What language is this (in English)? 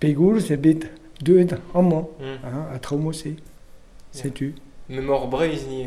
Breton